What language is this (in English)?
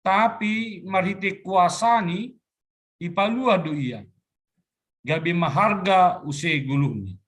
Batak Simalungun